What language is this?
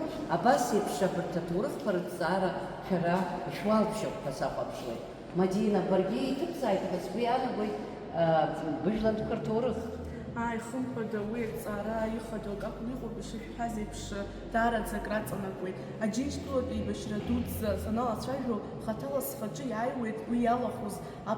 Abkhazian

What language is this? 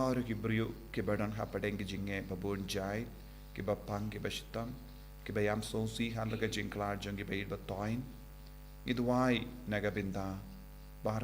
Khasi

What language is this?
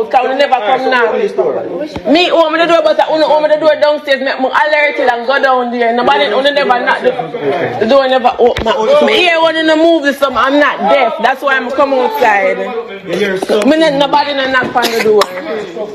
Jamaican Creole English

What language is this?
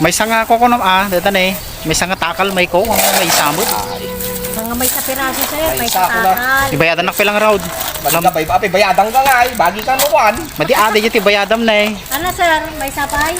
Iloko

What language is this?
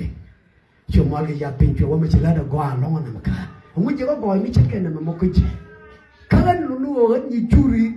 Nuer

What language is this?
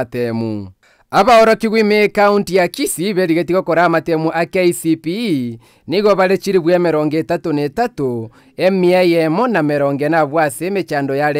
Gusii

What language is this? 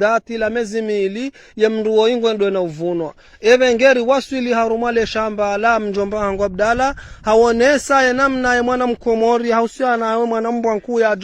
Ngazidja Comorian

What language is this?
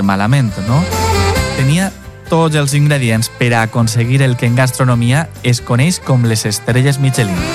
Catalan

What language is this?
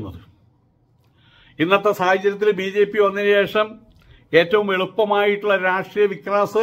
Malayalam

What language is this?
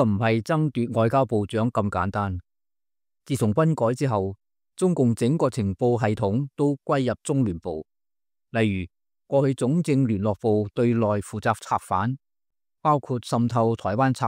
Cantonese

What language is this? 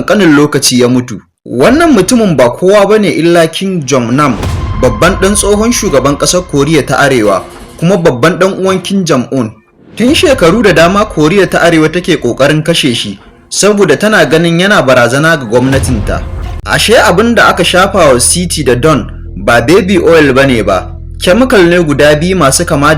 Hausa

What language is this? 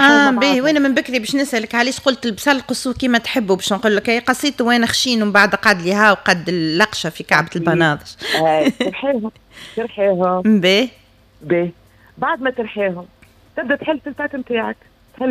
Tunisian Arabic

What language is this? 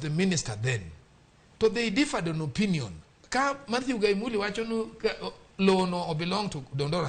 Luo (Kenya and Tanzania)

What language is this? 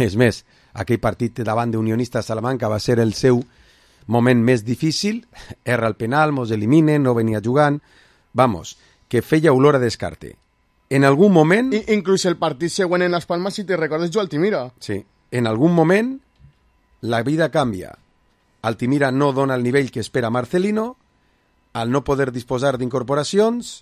Catalan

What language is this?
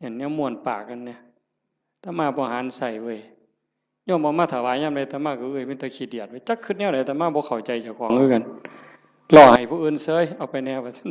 Northeastern Thai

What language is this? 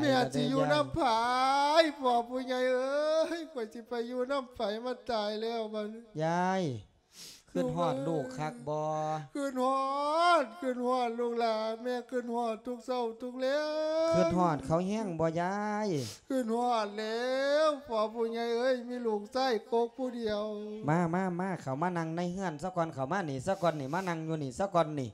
Lao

